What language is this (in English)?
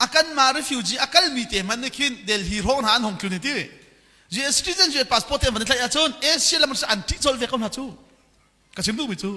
Hakha Chin